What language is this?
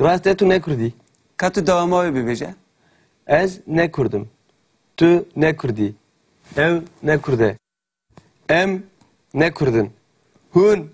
Kurdish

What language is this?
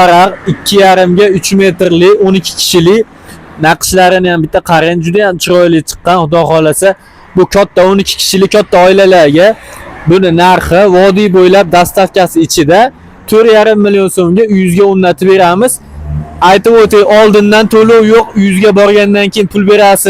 Uzbek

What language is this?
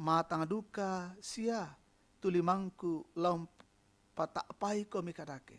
Toraja-Sa'dan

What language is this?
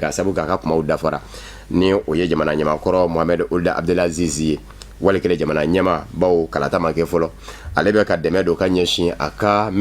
Bambara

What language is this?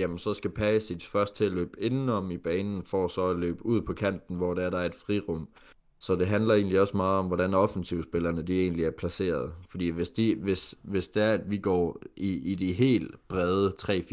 Danish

